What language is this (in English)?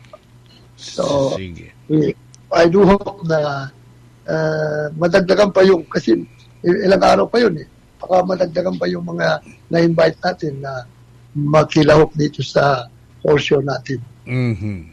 Cebuano